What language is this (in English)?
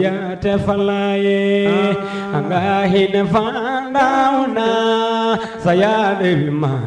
Mandingo